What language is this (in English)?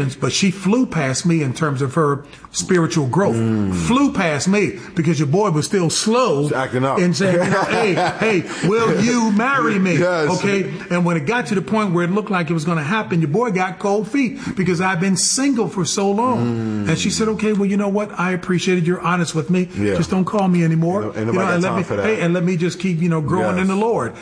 English